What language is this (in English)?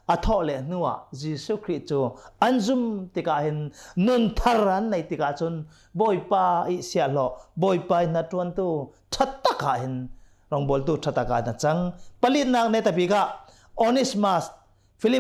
Hakha Chin